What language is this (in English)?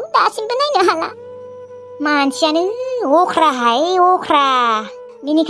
Bodo